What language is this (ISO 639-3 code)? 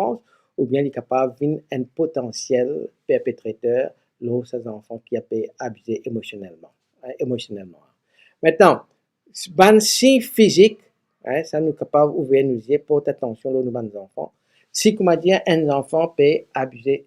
mfe